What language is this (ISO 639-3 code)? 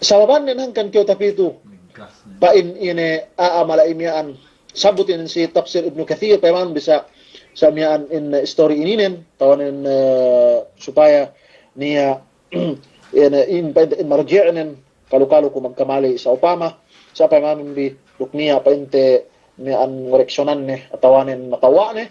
yka